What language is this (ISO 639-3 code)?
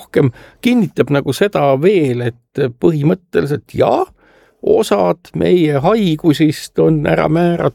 est